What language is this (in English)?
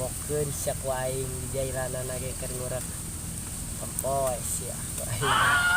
Sundanese